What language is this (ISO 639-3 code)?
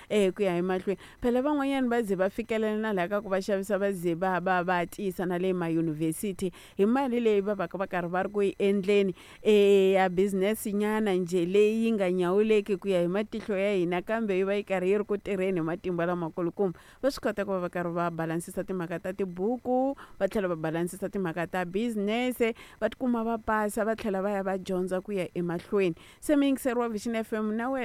tso